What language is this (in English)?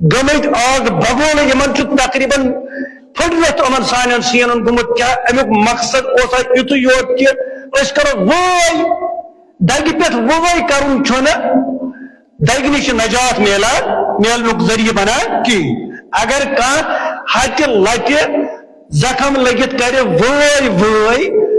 Kashmiri